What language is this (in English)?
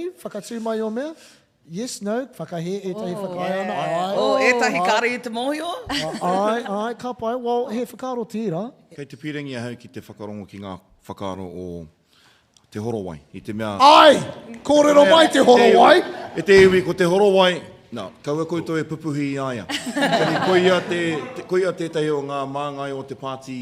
Māori